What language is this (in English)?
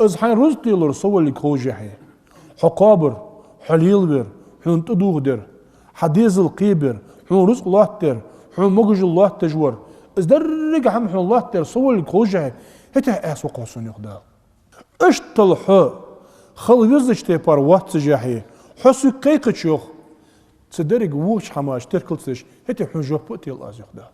Ingush